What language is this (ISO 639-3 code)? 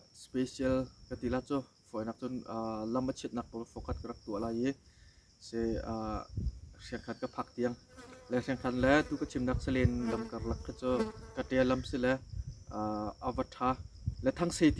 cnh